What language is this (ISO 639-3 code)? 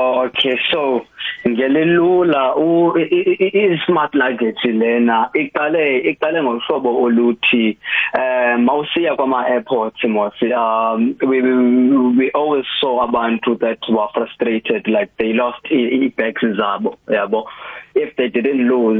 nbl